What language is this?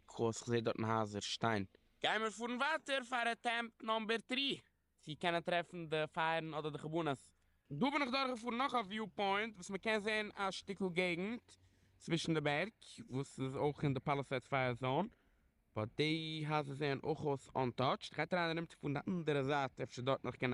Yiddish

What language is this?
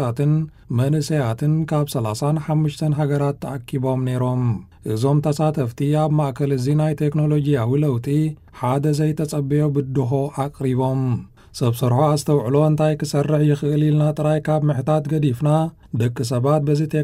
Tigrinya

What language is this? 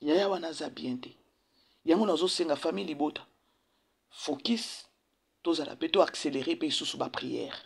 Lingala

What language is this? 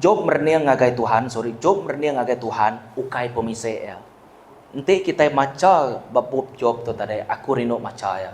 Iban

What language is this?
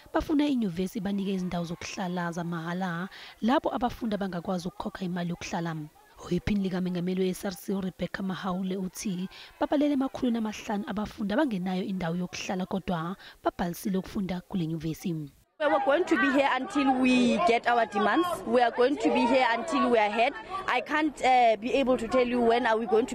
Zulu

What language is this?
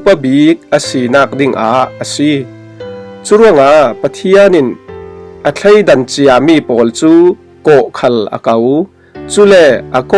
Falam Chin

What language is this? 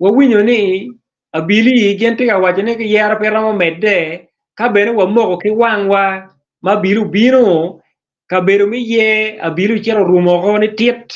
Acoli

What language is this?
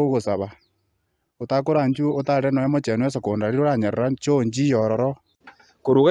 Gusii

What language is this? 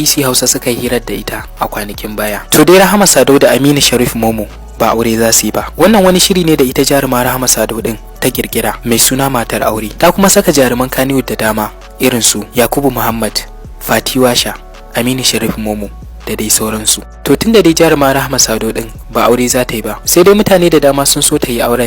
Hausa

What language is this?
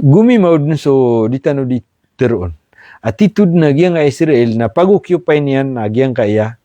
Maranao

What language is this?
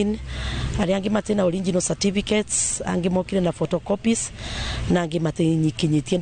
Kikuyu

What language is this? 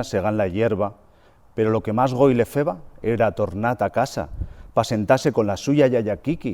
Aragonese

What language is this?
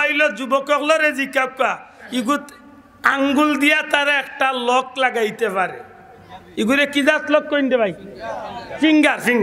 Sylheti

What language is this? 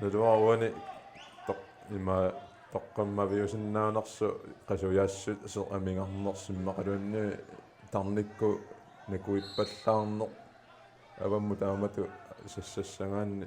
Kalaallisut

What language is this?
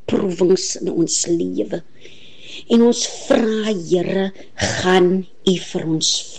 Afrikaans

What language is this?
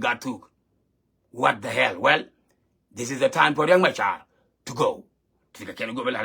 Nuer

